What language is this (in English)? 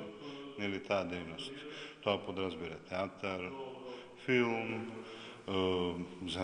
Macedonian